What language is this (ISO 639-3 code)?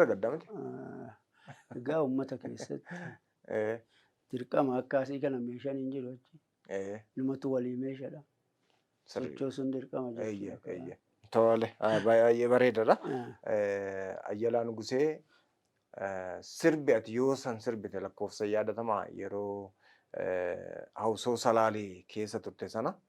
orm